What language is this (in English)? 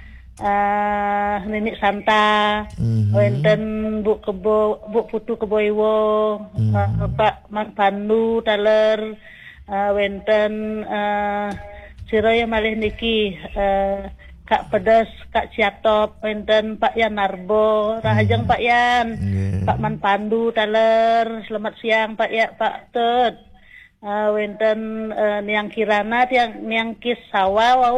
Balinese